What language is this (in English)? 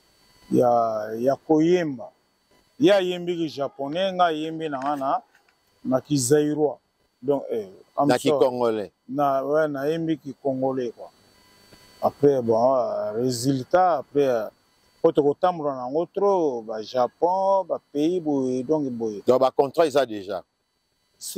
Lingala